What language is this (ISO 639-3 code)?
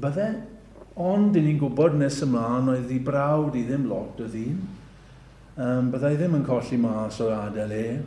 cym